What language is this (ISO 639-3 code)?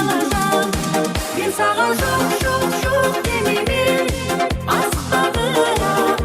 kaa